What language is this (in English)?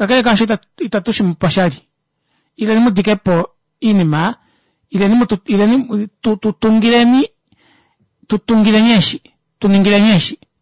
Kuanyama